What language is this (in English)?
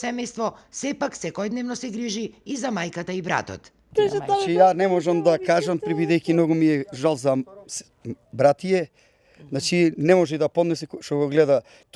Macedonian